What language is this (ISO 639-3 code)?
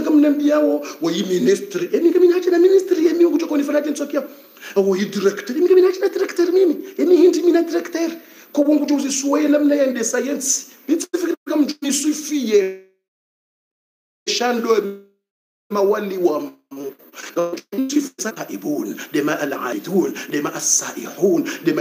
swa